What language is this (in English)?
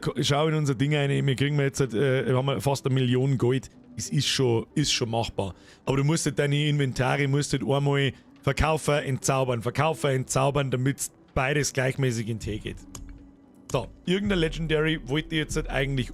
Bavarian